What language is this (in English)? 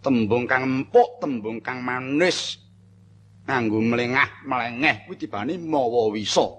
Javanese